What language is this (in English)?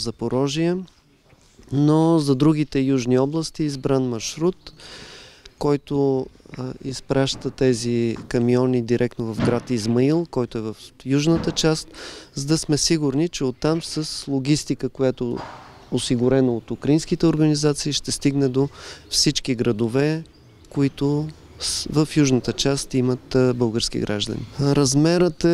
Bulgarian